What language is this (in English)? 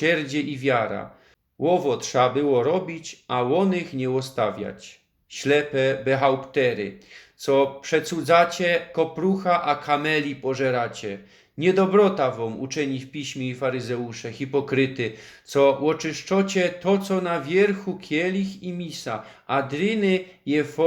Silesian